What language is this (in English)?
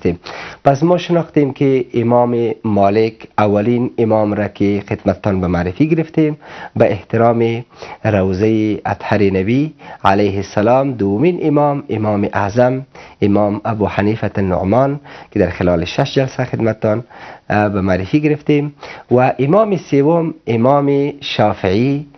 Persian